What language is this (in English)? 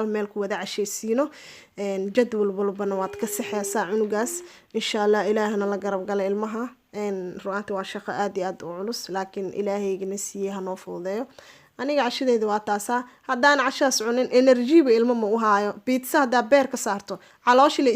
Somali